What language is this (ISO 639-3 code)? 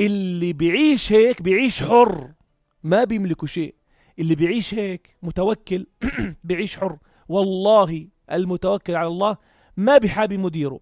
apc